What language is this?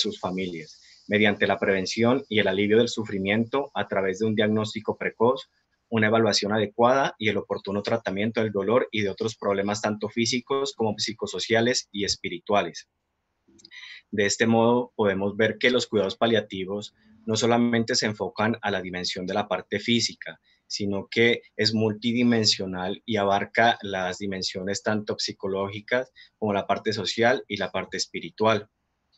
Spanish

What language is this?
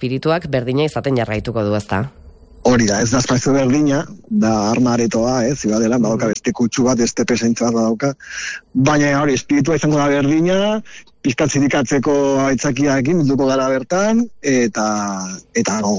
Basque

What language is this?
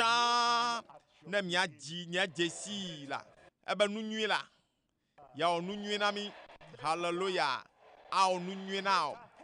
Ewe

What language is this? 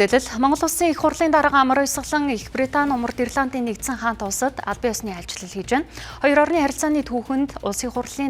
Mongolian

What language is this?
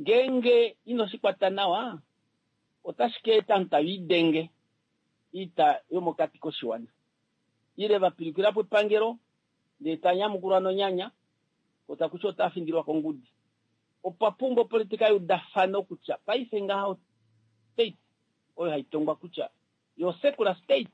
Kuanyama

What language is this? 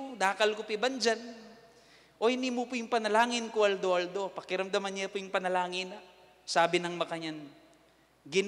Pampanga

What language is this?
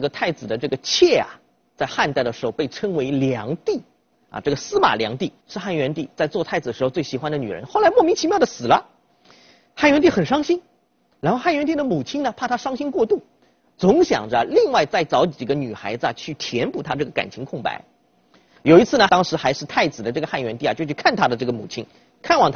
Chinese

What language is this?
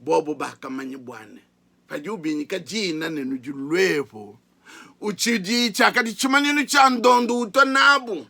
Luba-Lulua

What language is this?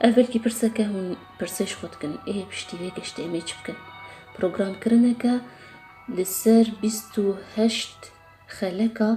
Kurdish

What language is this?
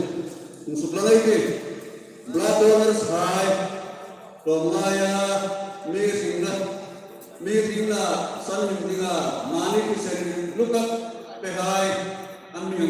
Hmar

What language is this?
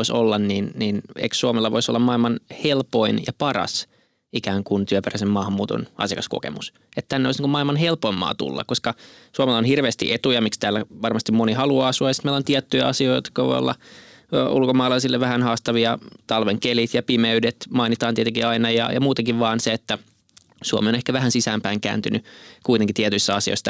Finnish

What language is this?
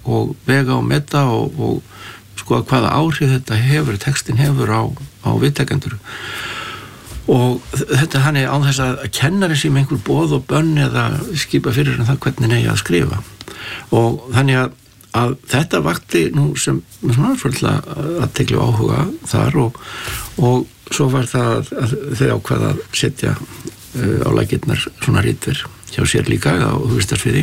Icelandic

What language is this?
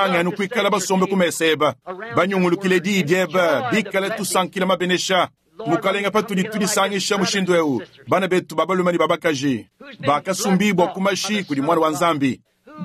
Luba-Lulua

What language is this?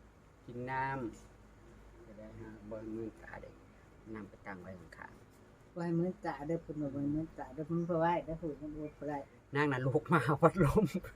Northeastern Thai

